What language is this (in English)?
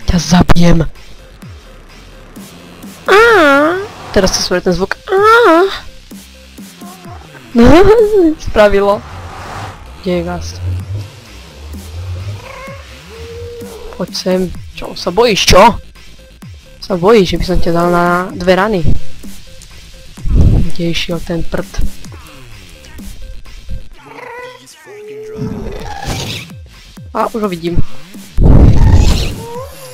Slovak